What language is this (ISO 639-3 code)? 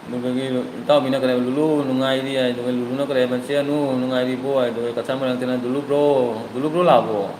mni